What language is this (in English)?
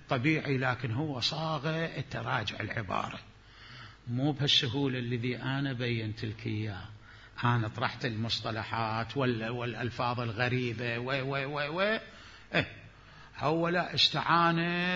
Mesopotamian Arabic